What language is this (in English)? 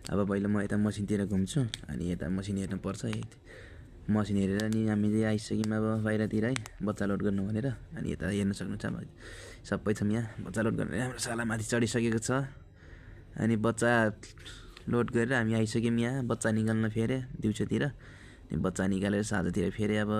Nepali